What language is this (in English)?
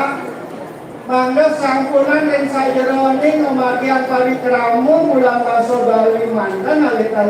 Balinese